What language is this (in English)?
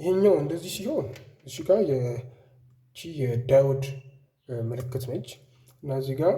Amharic